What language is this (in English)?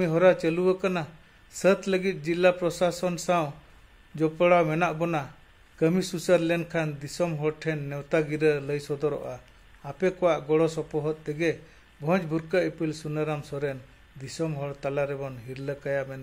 Santali